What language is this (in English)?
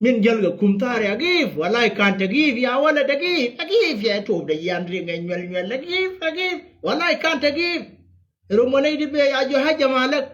Nuer